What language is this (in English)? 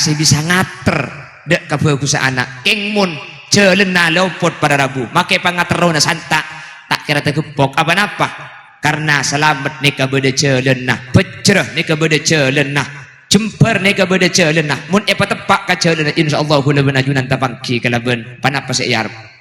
Madurese